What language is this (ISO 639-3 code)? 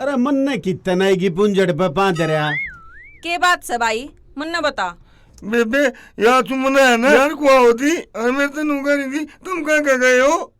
bgc